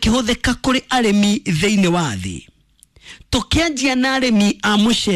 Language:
Kikuyu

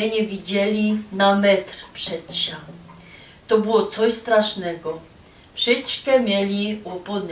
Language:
Silesian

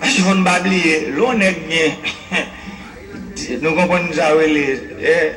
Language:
Haitian Creole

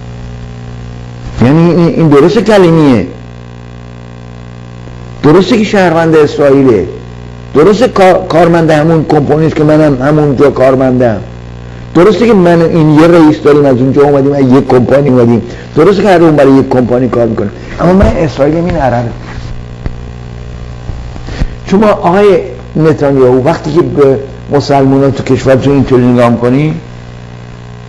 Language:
Persian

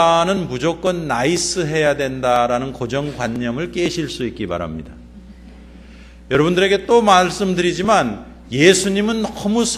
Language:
Korean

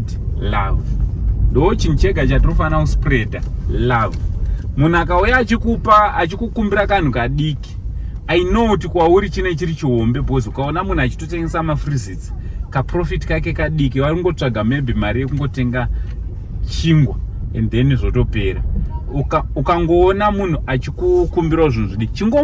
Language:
Shona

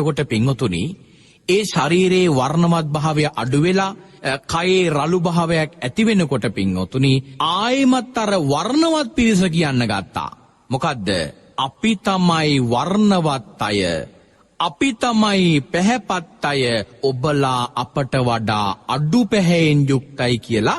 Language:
Sinhala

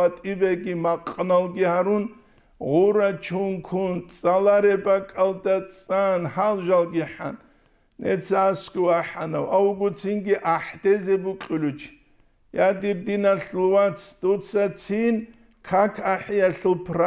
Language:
Avaric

